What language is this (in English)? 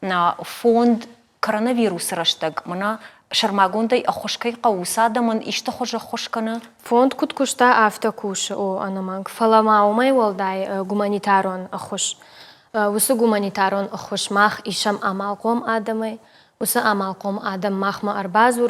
Ossetic